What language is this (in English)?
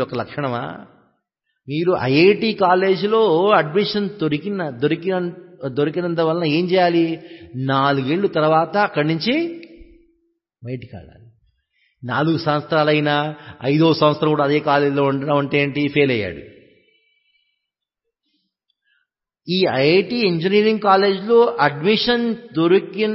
Telugu